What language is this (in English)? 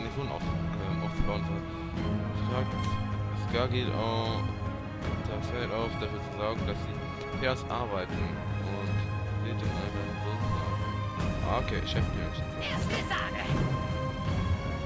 German